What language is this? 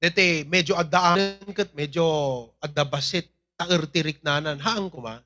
Iloko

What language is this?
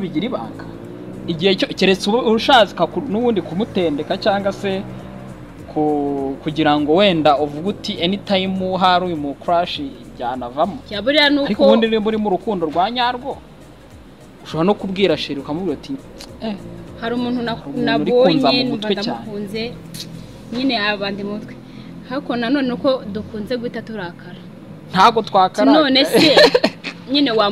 Kinyarwanda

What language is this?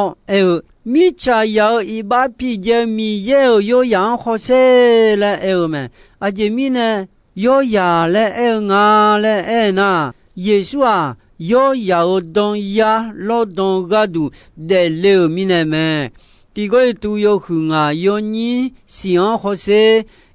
Akha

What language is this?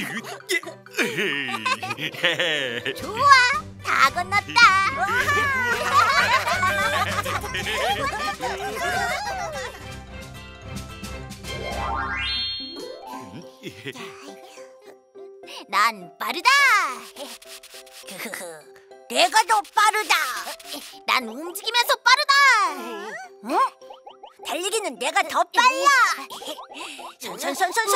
Korean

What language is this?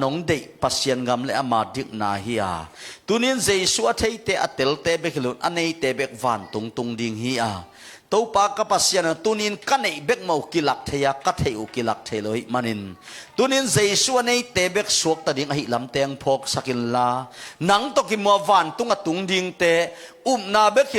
Tedim Chin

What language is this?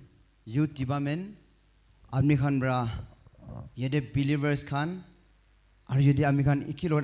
Naga Pidgin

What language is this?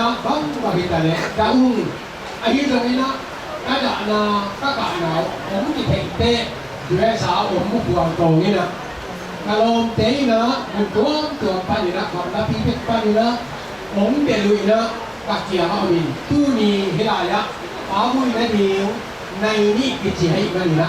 Tedim Chin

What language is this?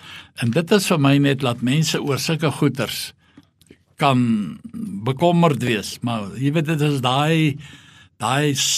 Afrikaans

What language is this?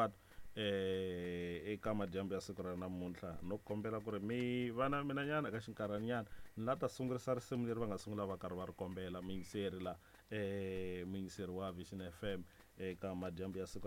Tsonga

